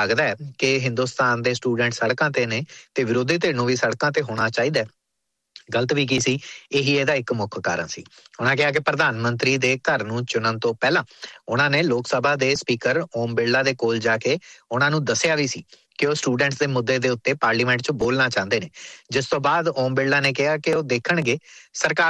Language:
Punjabi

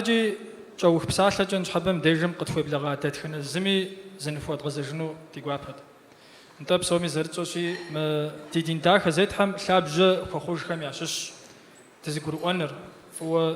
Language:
Kabardian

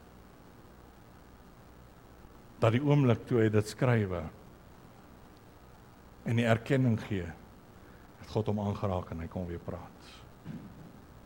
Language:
Afrikaans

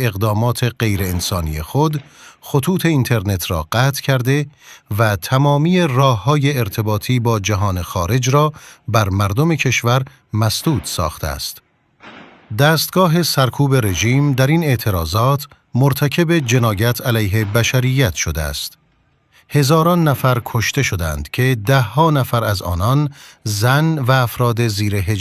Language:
Kurdish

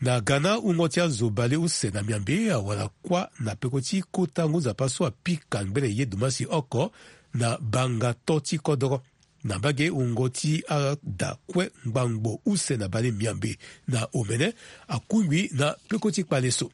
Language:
Sango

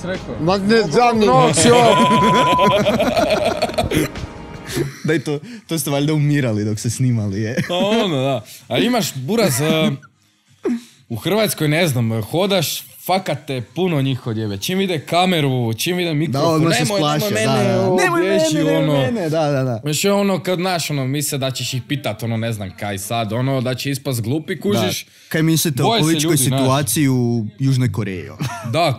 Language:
Croatian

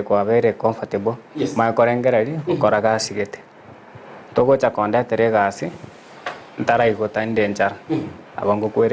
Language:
Gusii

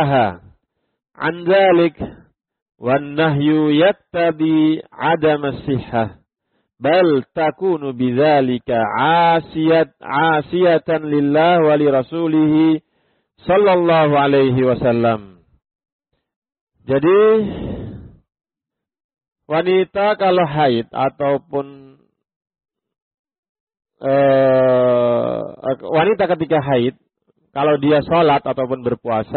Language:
Indonesian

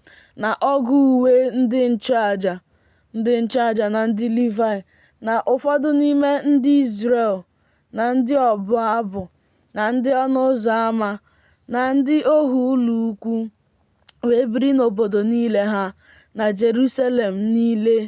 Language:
Igbo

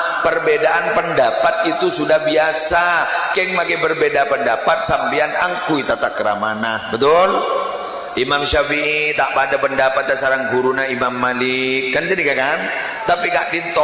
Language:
Madurese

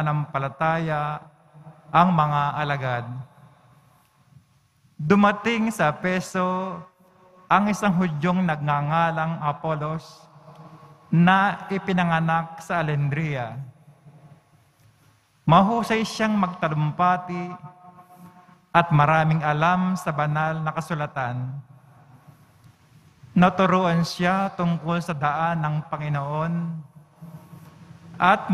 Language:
Filipino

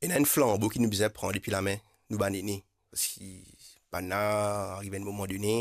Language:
Morisyen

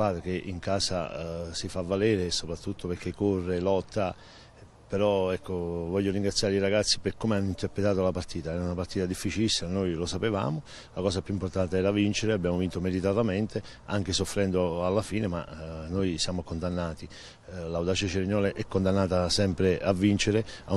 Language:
Italian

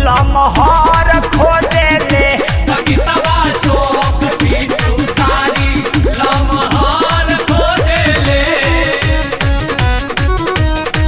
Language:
Bhojpuri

